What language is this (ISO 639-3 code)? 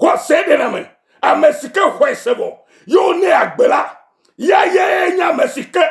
ewe